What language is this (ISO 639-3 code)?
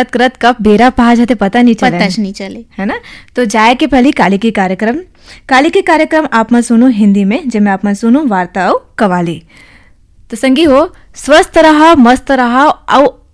hne